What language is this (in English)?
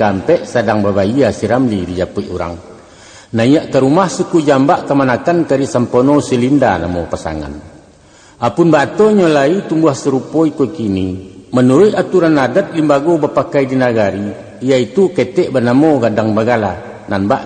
Minangkabau